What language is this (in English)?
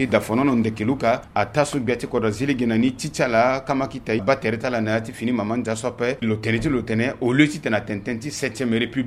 Sango